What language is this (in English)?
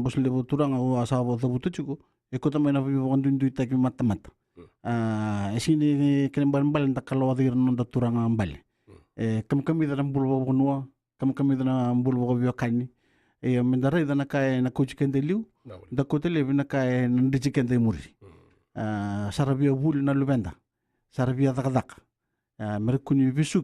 Fijian